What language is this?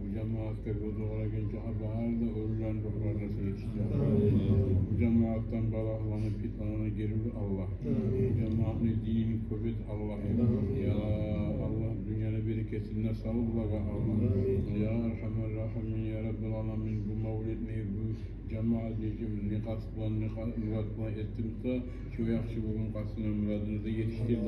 Kumyk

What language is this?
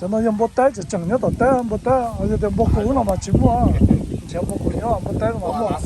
Hmong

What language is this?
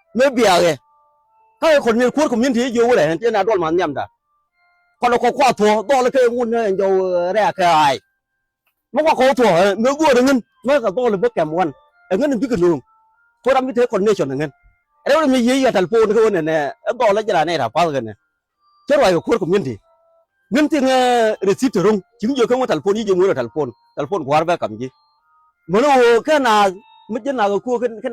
Nuer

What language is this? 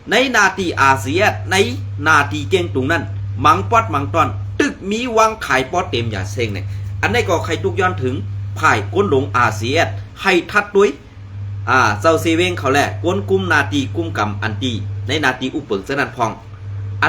Shan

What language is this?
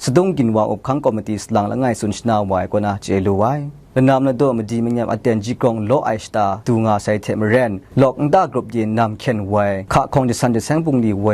Kachin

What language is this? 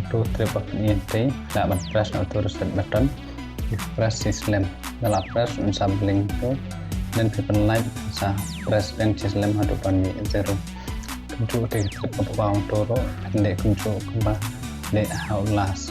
Khasi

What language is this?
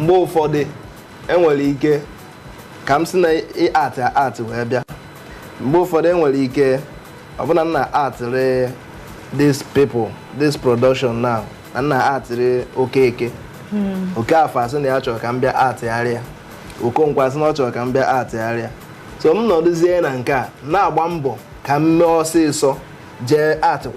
Igbo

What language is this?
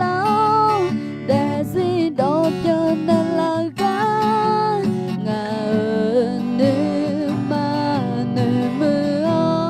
Akha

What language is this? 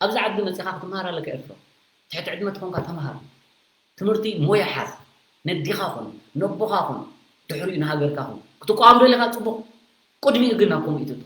Tigrinya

